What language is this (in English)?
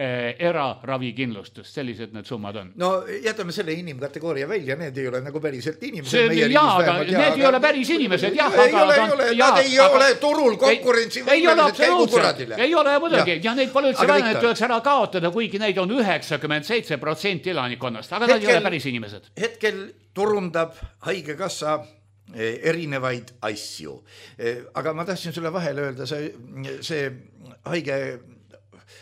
Estonian